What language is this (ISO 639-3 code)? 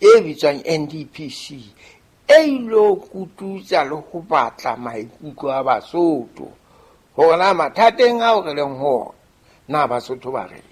sot